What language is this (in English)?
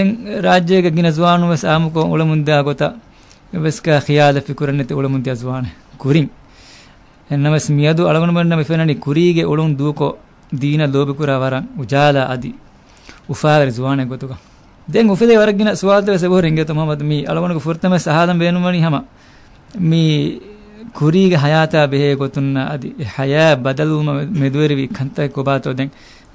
Divehi